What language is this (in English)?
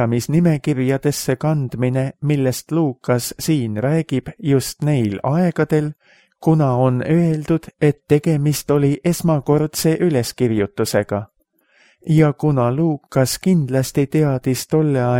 Estonian